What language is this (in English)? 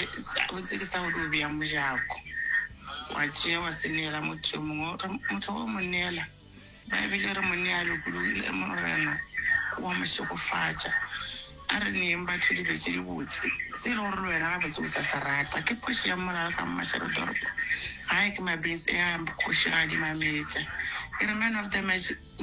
Northern Sotho